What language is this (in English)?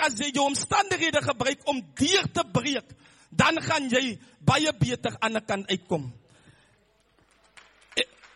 Afrikaans